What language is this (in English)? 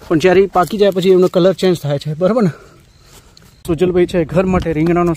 Gujarati